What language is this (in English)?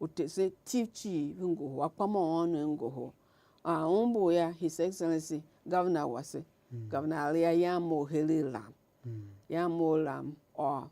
Tiv